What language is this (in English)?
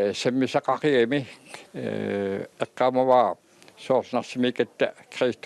Kalaallisut